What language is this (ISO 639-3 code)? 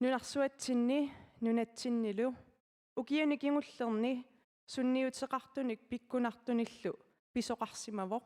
kal